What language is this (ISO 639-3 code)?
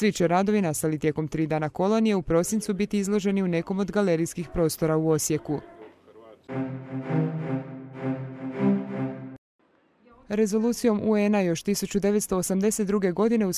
hrv